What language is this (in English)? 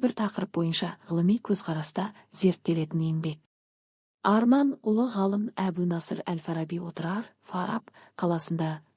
Kazakh